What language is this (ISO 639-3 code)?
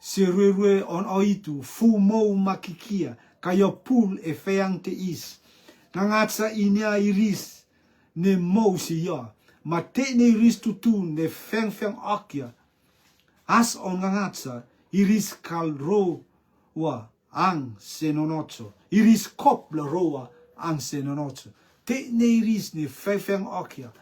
rtm